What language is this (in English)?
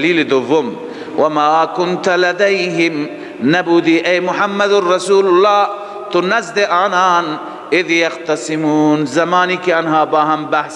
Persian